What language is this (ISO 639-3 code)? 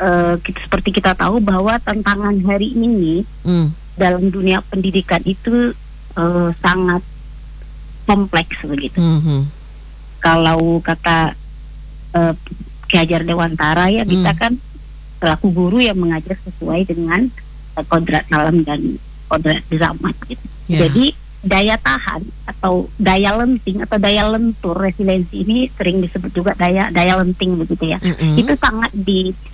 ind